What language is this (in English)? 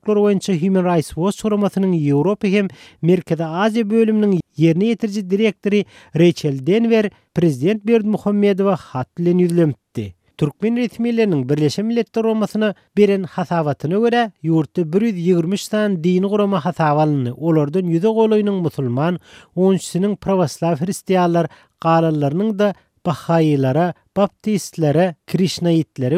Turkmen